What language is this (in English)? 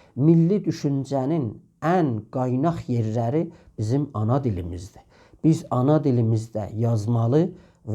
South Azerbaijani